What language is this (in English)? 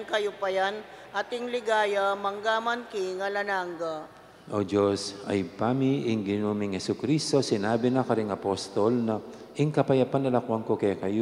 Pampanga